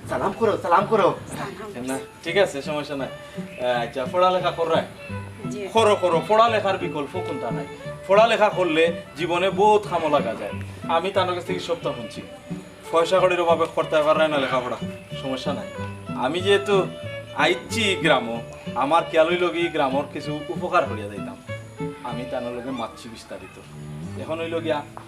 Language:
Sylheti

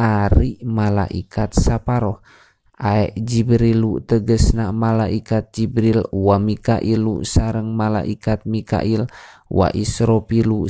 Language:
Sundanese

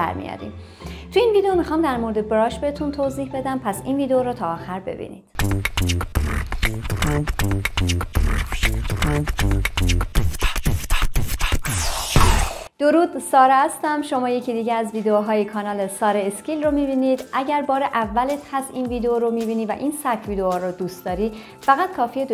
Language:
Persian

